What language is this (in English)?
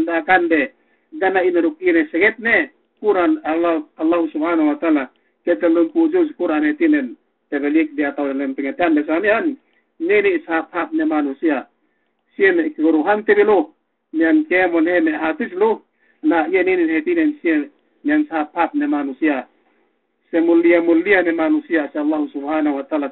Yakan